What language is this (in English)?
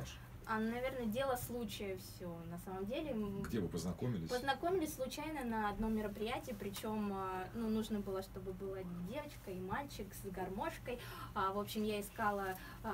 Russian